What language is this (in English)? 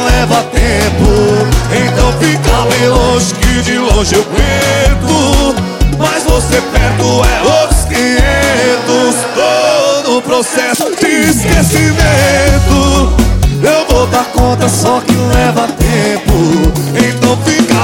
Portuguese